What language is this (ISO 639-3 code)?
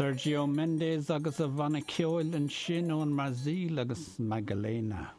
gle